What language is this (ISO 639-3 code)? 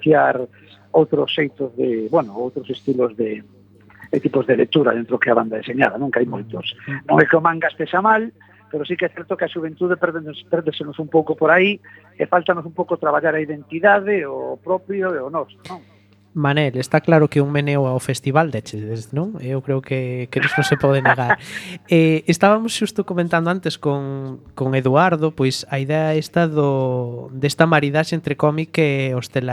glg